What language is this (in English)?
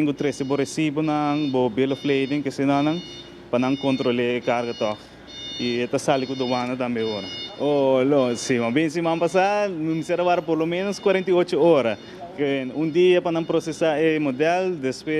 Papiamento